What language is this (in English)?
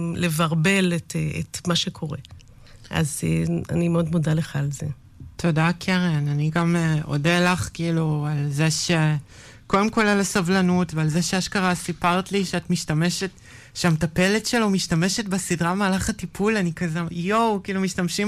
Hebrew